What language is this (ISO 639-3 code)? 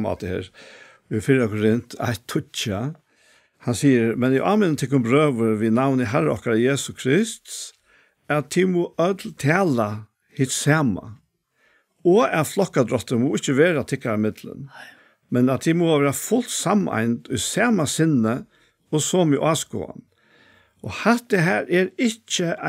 fao